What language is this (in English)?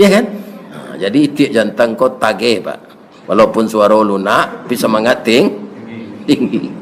Minangkabau